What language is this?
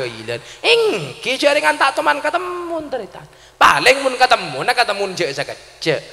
Madurese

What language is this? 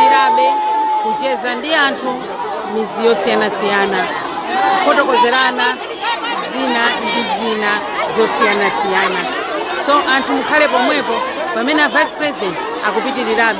Nyanja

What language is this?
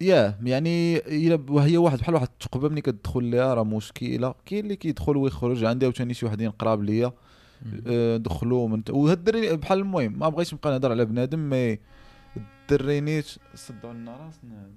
Moroccan Arabic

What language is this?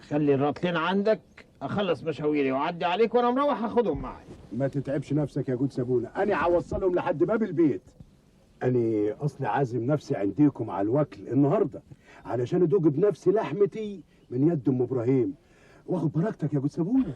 Egyptian Arabic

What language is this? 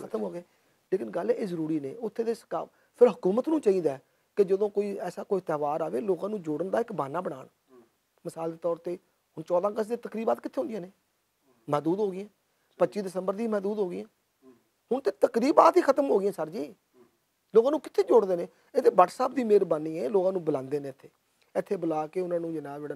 Western Panjabi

